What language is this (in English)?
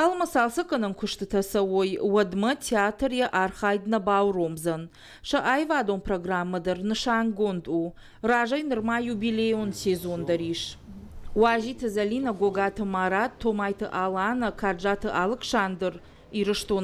Ossetic